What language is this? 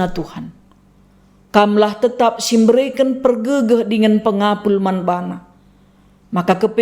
Batak Karo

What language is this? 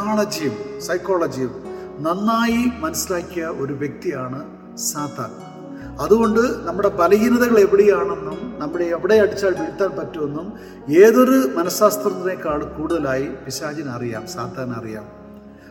Malayalam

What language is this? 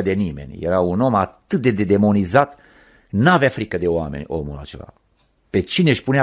Romanian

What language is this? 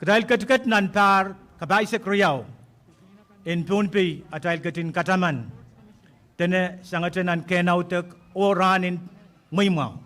Pohnpeian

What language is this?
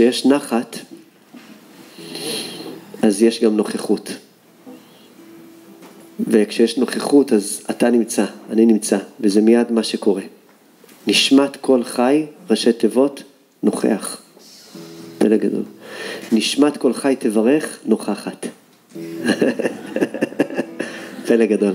Hebrew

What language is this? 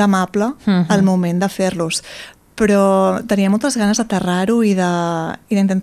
Catalan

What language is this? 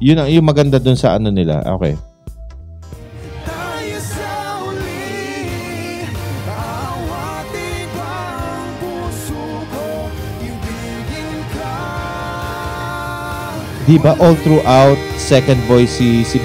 Filipino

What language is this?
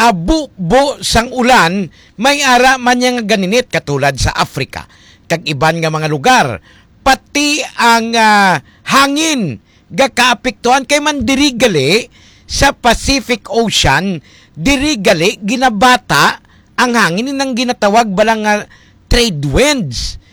Hiligaynon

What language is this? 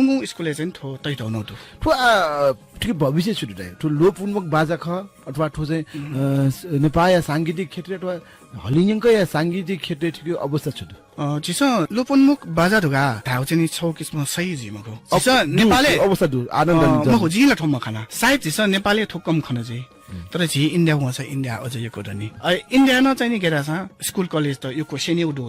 Newari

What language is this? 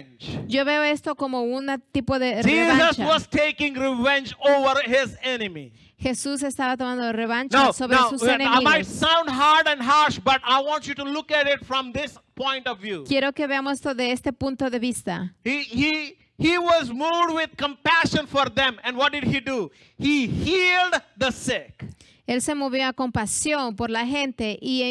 Spanish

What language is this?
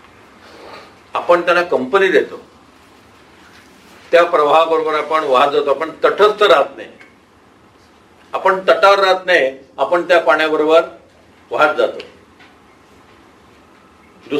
Marathi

